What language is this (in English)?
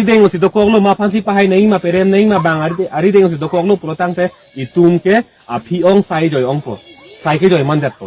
Karbi